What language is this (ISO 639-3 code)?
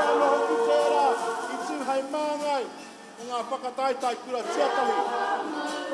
mri